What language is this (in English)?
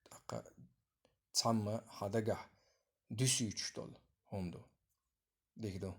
Chechen